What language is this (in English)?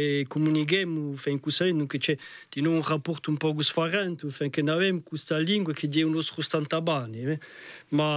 Corsican